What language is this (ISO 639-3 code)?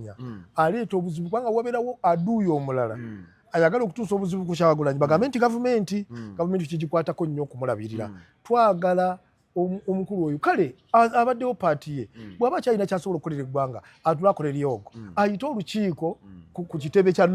lug